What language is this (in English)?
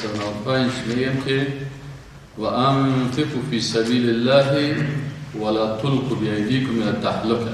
Persian